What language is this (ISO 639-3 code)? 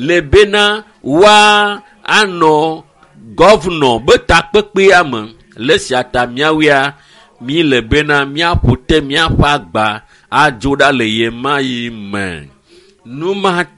ewe